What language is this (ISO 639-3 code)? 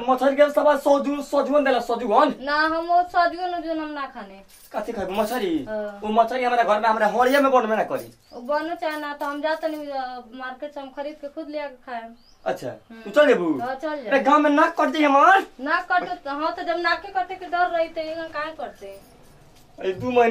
bho